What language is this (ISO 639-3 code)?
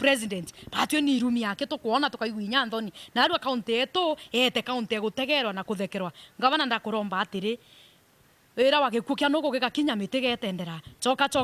mer